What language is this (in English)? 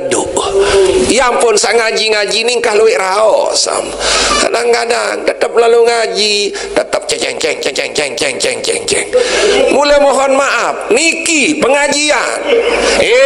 Sasak